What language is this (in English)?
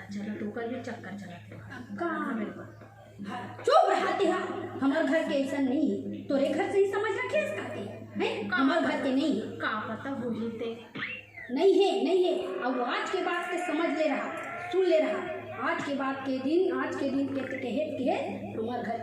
Chhattisgarhi